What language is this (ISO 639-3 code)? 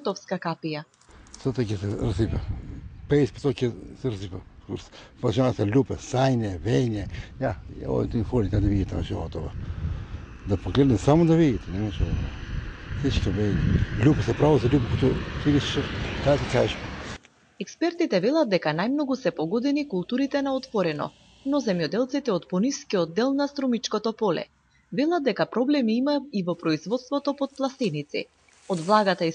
mkd